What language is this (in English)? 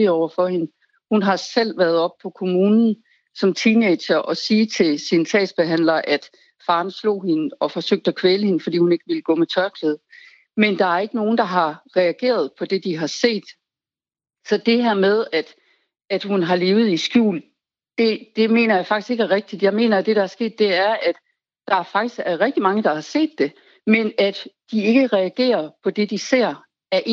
Danish